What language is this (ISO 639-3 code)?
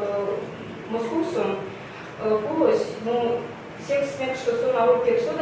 myv